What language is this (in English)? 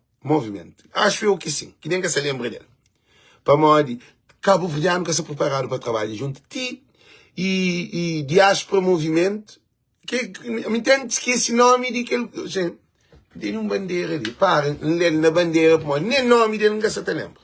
Kabuverdianu